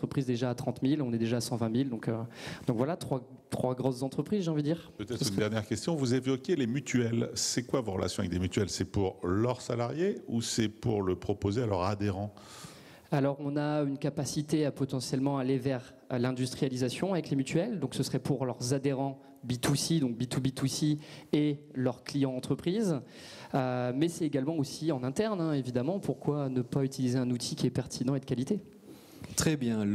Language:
French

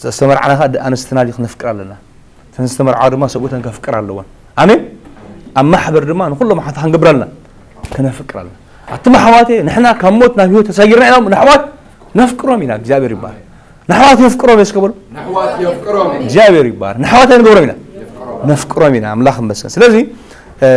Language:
Tigrinya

